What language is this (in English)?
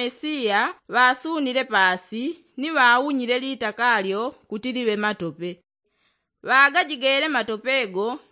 Yao